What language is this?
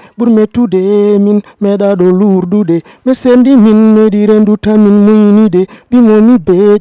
Fula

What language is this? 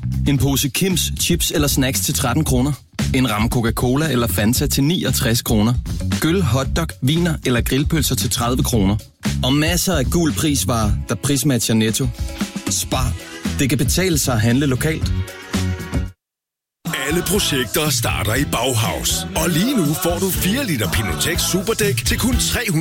Danish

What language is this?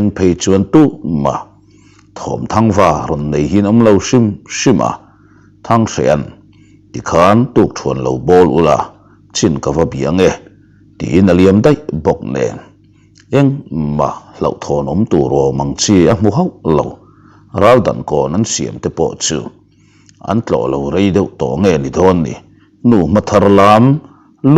Mizo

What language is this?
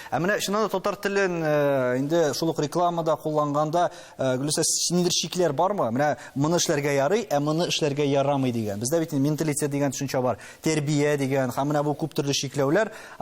Tatar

